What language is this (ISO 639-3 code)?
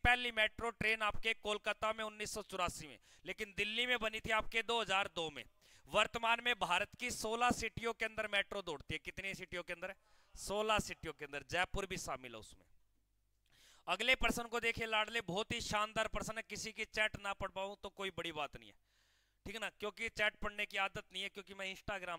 hin